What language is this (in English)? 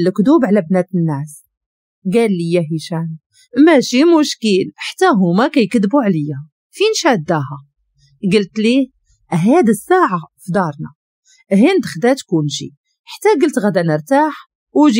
Moroccan Arabic